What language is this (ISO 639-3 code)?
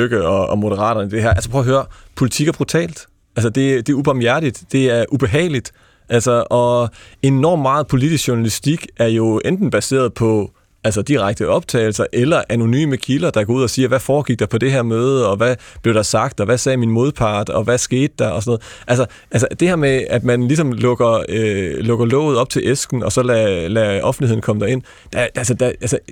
dan